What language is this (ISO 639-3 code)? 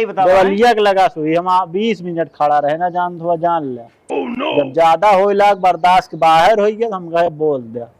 awa